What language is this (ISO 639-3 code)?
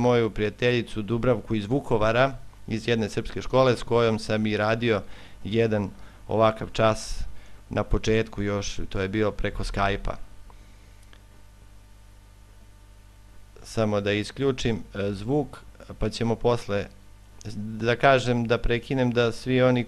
srp